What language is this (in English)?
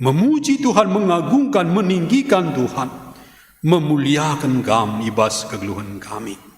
Batak Karo